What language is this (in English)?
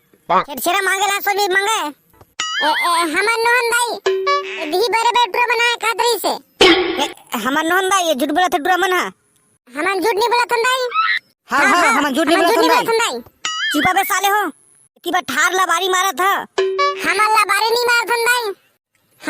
Chhattisgarhi